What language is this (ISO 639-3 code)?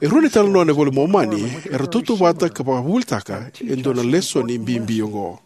fij